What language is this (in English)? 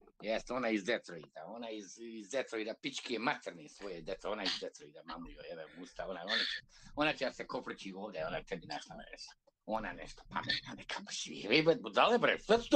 Bosnian